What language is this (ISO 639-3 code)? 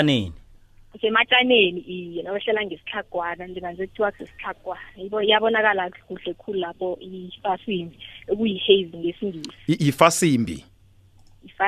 nbl